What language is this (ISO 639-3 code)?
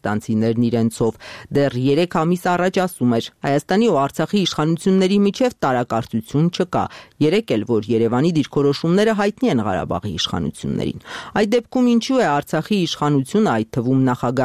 hye